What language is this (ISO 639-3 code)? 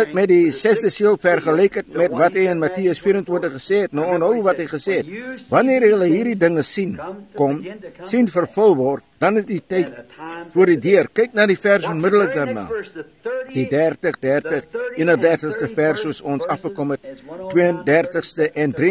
afr